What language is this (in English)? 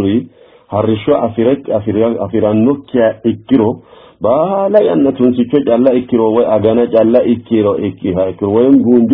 Sidamo